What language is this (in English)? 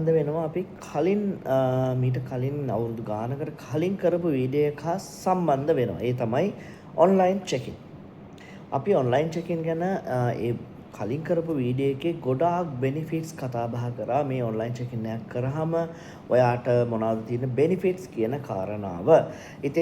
Sinhala